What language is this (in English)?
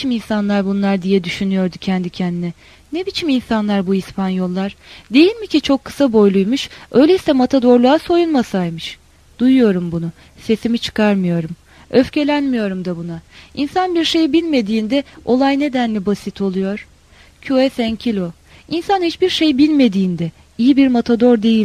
Turkish